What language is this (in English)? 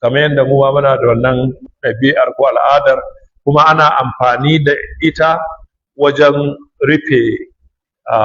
Hausa